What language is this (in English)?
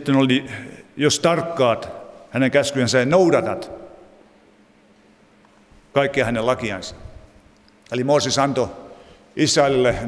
Finnish